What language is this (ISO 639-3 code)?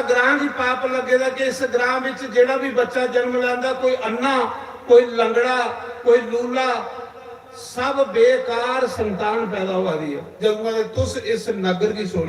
doi